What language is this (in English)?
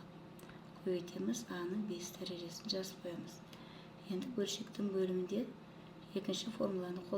Kazakh